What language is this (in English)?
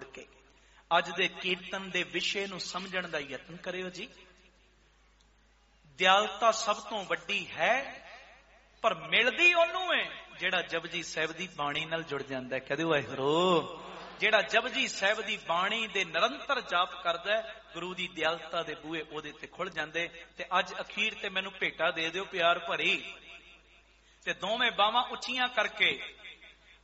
Punjabi